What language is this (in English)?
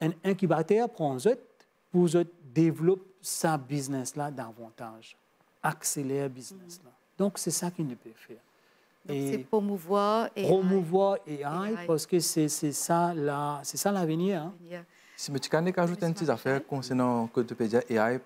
Morisyen